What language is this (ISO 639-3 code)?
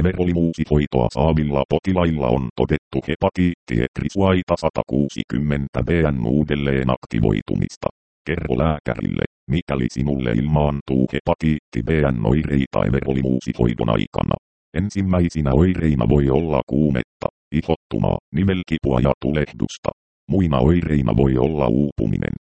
fin